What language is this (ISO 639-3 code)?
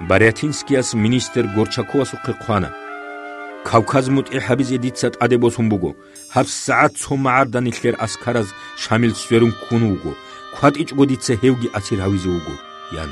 ava